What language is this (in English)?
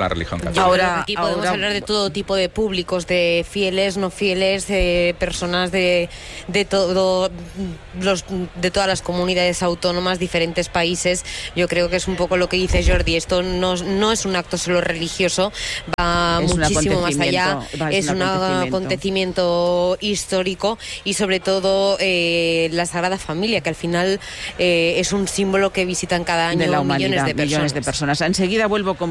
Spanish